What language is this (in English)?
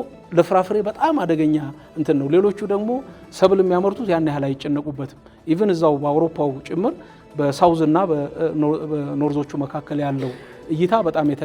Amharic